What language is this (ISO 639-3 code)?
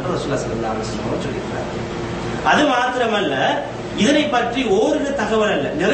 tam